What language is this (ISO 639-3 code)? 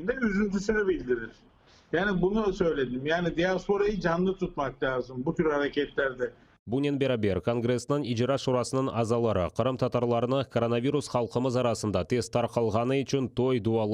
crh